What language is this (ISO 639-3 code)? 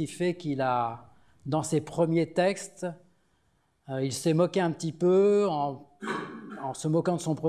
fra